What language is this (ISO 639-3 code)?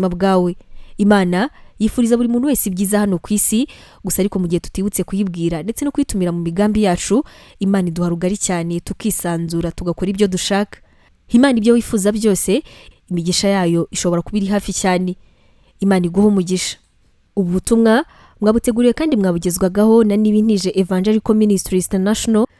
kin